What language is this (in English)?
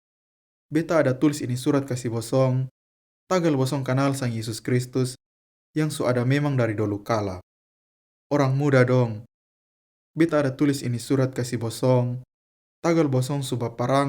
Kupang Malay